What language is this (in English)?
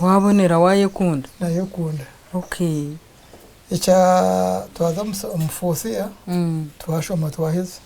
Nyankole